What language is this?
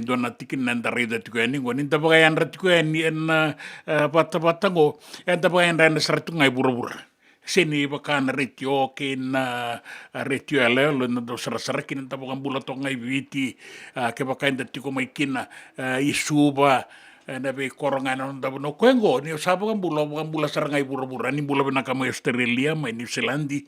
Fijian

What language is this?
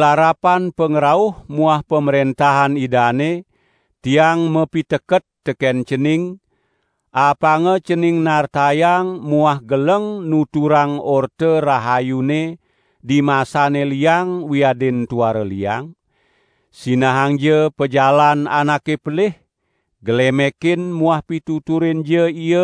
Balinese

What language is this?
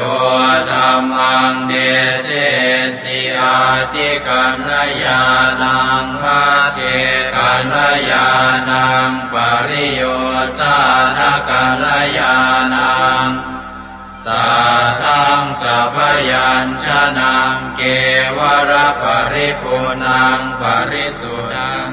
Pali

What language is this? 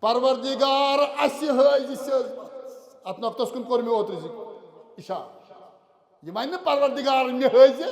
Kashmiri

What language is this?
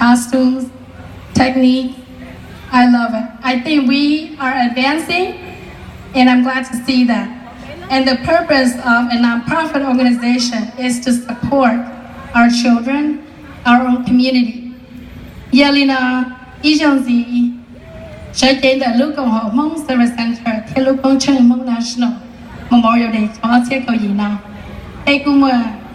Hmong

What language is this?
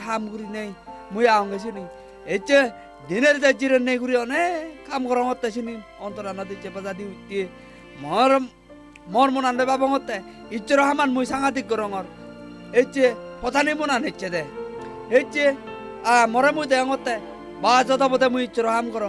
Chakma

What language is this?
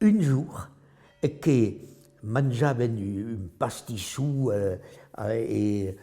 Occitan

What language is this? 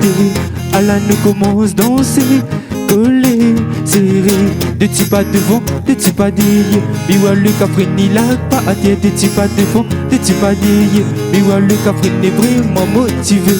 Réunion Creole French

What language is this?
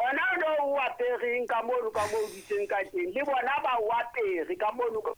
Southern Sotho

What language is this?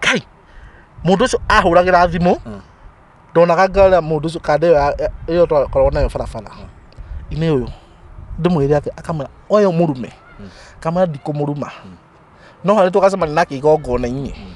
Kikuyu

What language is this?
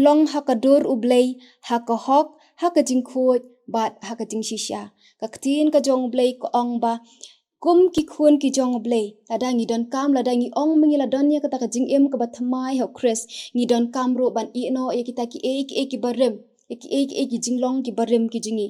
Khasi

